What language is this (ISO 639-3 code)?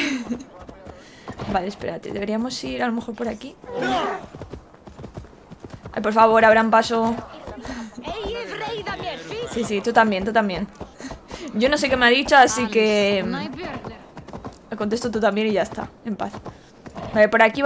spa